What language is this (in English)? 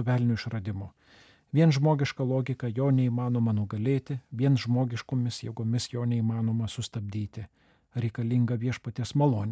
Lithuanian